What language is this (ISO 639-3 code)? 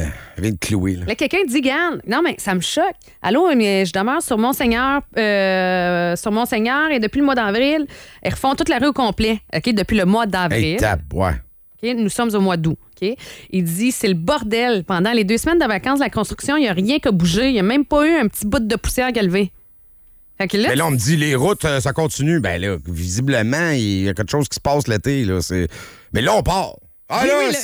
fra